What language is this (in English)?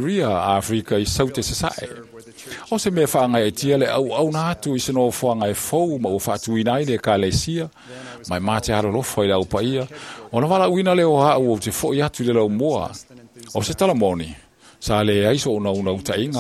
Samoan